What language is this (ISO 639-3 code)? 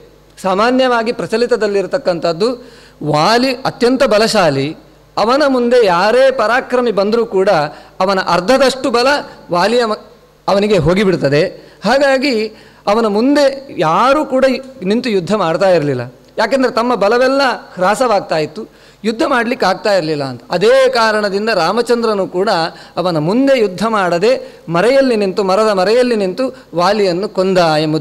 kan